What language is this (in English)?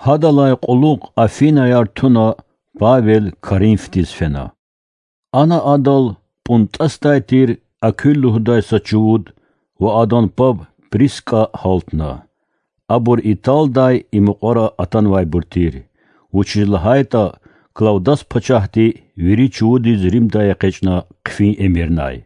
Lezghian